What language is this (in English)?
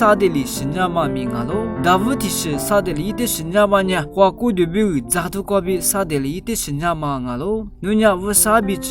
Lisu